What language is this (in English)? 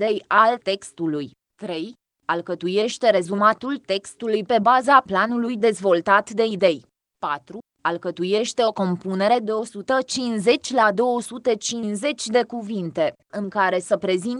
Romanian